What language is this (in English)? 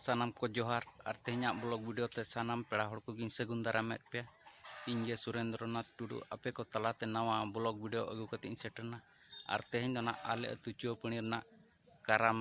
Santali